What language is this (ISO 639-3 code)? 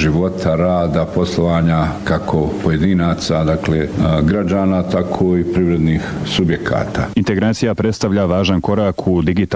bos